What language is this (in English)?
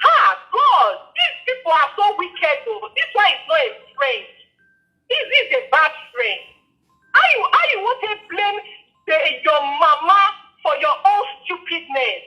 Nigerian Pidgin